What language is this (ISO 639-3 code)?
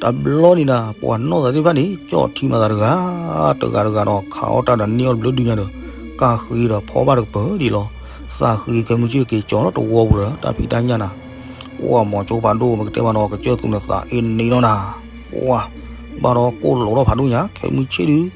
ksw